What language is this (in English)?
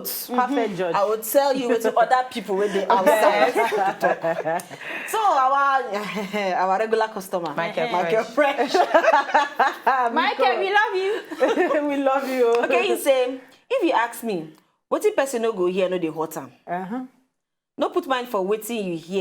Nigerian Pidgin